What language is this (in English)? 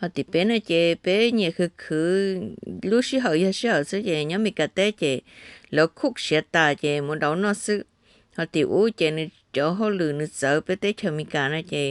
Hmong